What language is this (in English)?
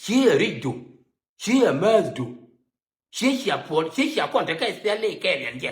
Nuer